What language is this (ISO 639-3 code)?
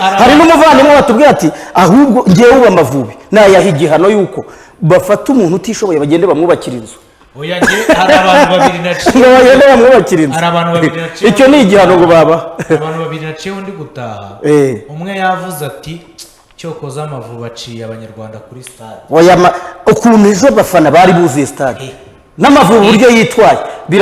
kin